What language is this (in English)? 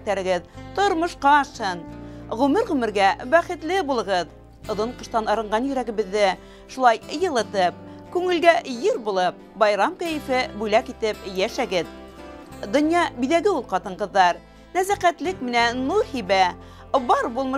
Bashkir